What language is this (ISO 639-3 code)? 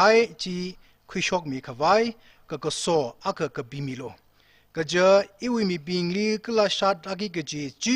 nmf